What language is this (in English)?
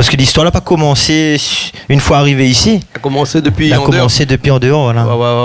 Réunion Creole French